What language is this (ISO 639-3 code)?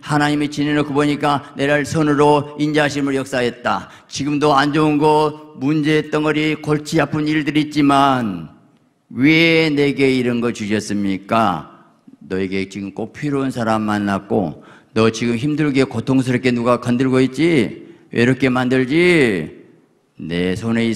kor